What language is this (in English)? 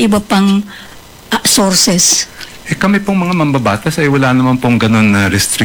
Filipino